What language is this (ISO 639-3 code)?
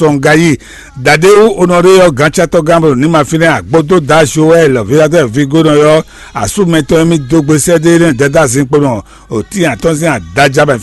fon